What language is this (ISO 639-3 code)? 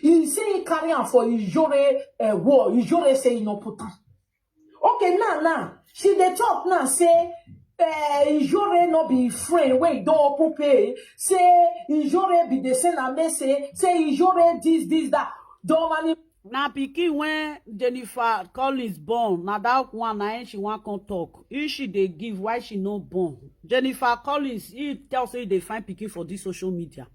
pcm